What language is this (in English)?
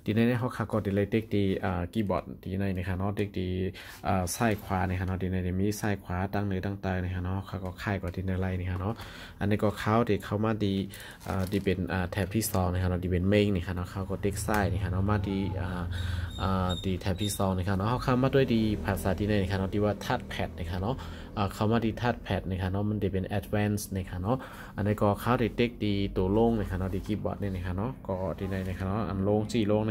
Shan